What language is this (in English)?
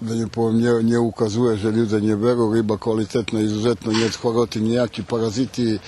Rusyn